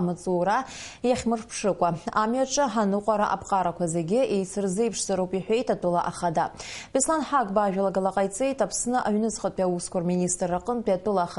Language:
Abkhazian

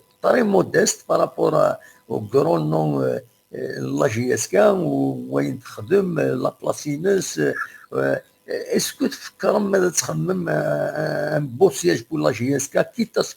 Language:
Kabyle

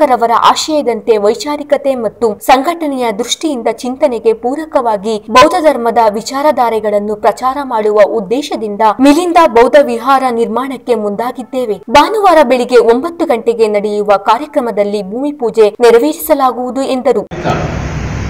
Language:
Kannada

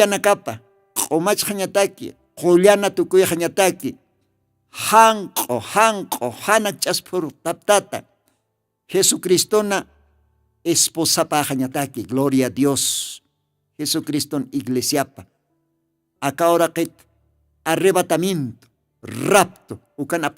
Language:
Aymara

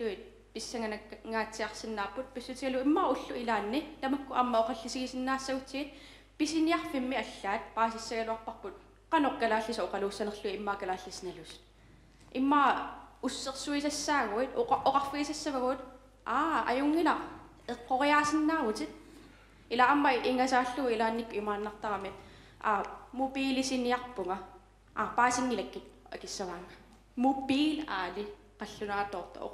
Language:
Kalaallisut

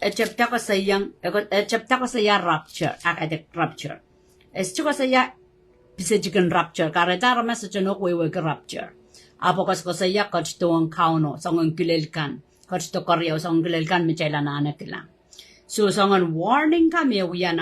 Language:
Pohnpeian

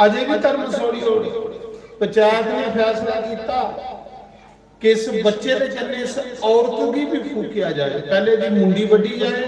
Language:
Dogri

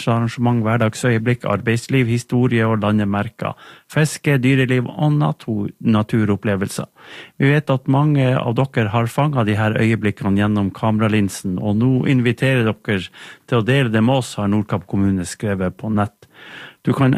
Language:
Norwegian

